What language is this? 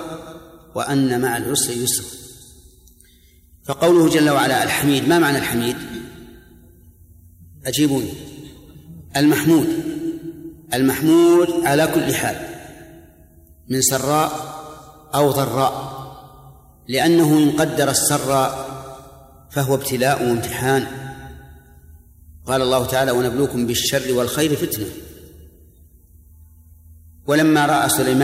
Arabic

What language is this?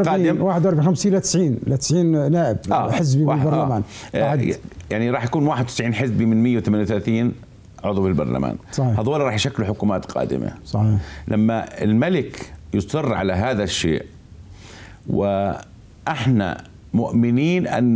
South Levantine Arabic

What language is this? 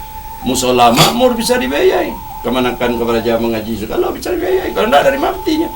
Minangkabau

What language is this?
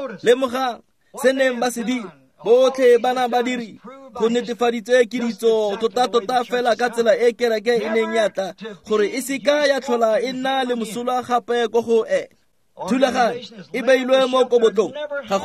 Tswana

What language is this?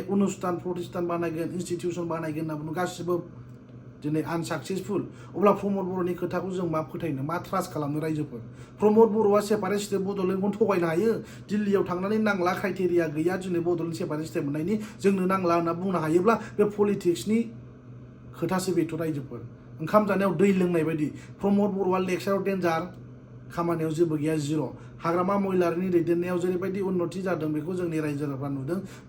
Bodo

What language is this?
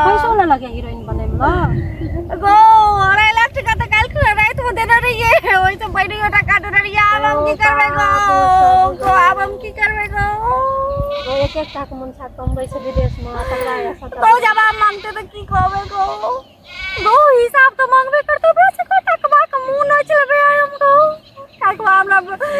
Maithili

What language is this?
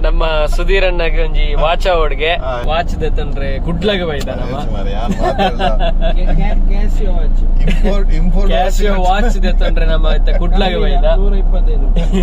Tulu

